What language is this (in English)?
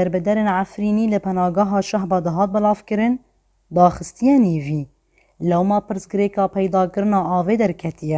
Kurdish